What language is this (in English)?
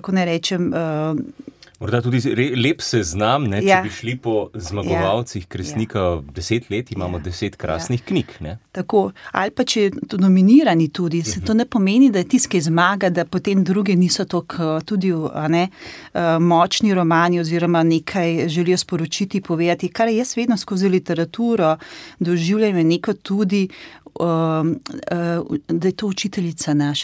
Slovenian